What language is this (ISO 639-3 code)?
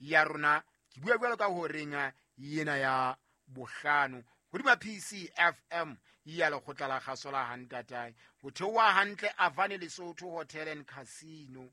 sot